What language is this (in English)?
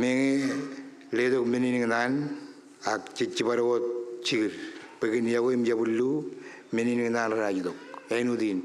Marshallese